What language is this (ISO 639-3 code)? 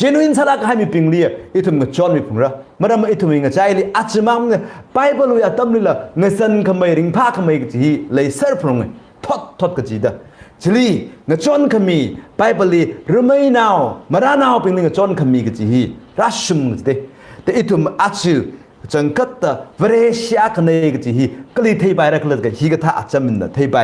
nmf